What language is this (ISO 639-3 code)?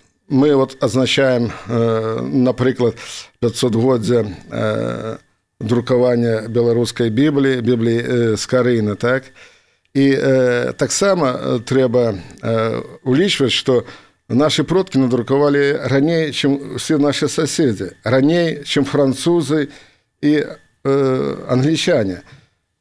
bel